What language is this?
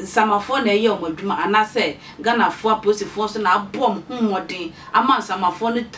Akan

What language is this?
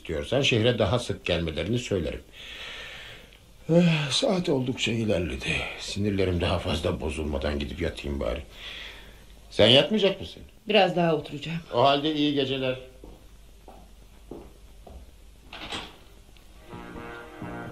Turkish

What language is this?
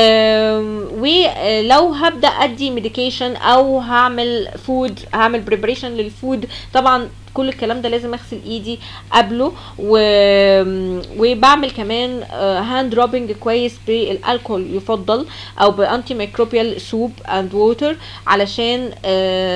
Egyptian Arabic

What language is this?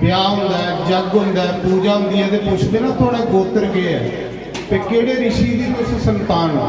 Dogri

